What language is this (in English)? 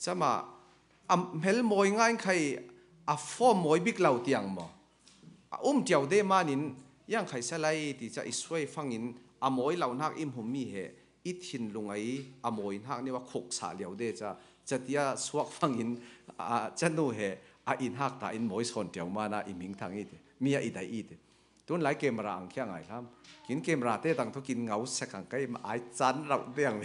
Falam Chin